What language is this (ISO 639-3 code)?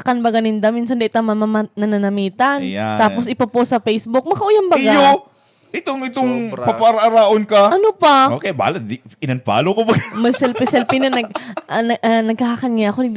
bik